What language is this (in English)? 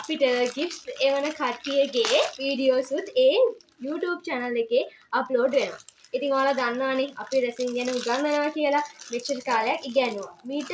Sinhala